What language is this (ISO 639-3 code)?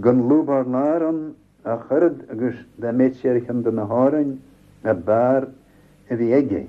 gle